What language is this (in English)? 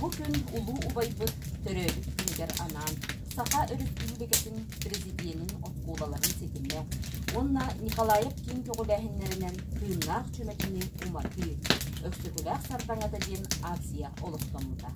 Yakut